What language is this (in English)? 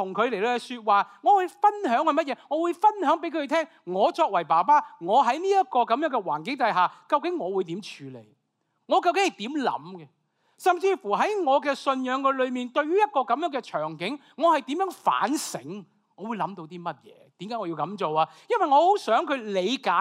Cantonese